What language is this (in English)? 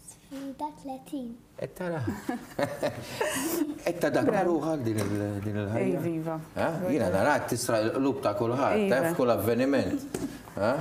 Maltese